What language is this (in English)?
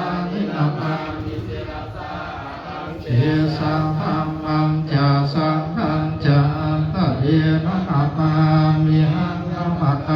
Pali